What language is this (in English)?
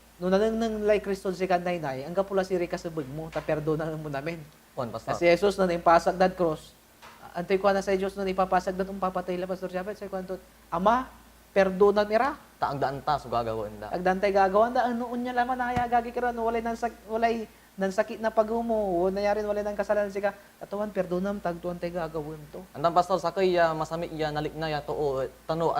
Pangasinan